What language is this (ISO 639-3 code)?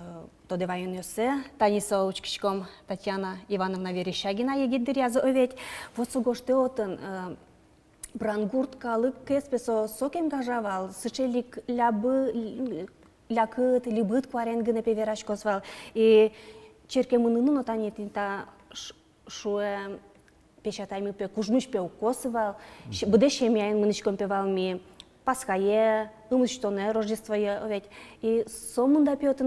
udm